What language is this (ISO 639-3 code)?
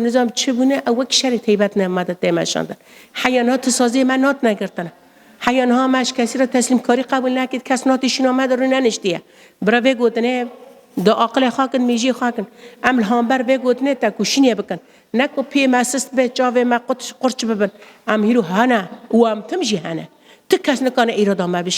kur